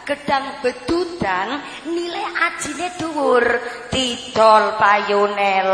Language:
Javanese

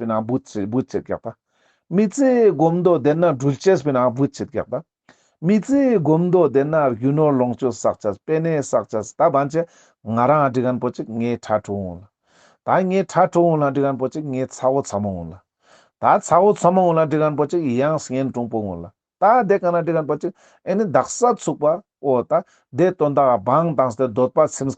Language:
Ladakhi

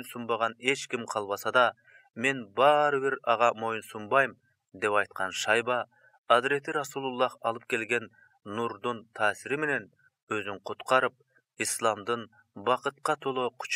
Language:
Kyrgyz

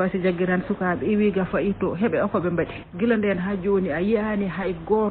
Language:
Fula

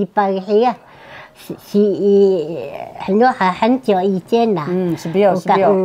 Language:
Taroko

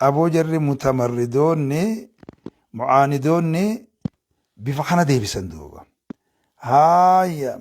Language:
Oromo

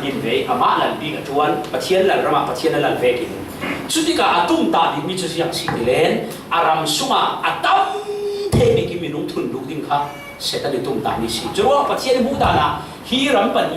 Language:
Falam Chin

